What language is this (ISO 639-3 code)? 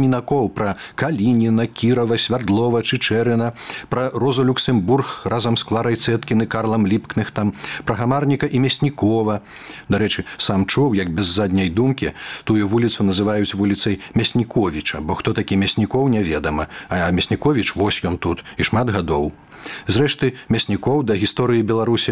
bel